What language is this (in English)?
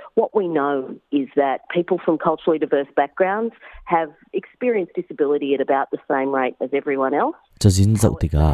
Hakha Chin